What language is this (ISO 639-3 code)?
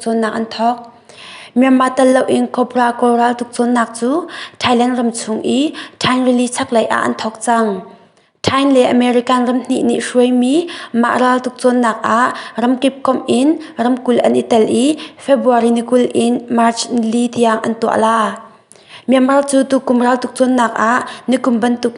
cnh